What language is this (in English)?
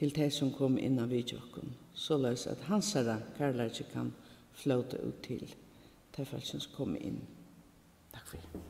Faroese